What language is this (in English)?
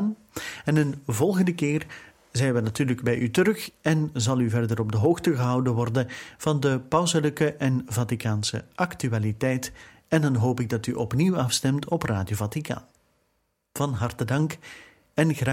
Dutch